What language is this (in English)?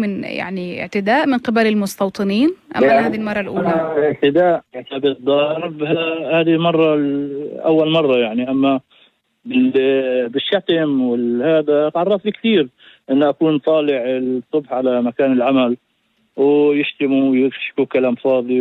North Levantine Arabic